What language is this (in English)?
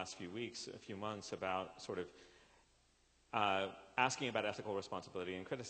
English